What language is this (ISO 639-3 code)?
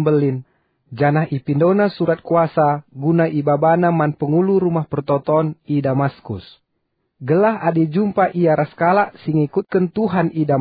btx